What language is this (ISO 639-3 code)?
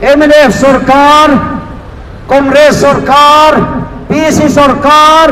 lus